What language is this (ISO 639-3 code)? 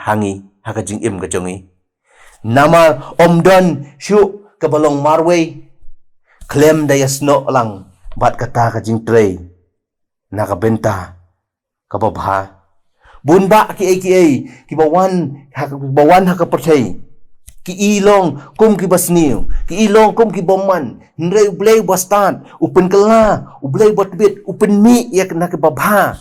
kha